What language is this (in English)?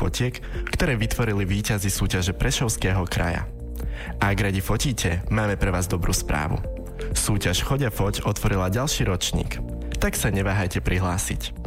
Slovak